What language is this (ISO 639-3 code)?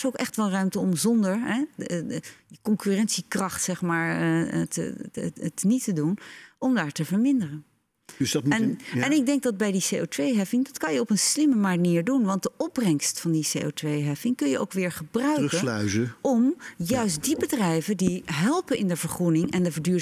nld